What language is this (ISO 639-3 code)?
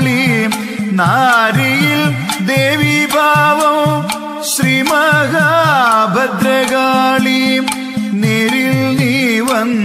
mal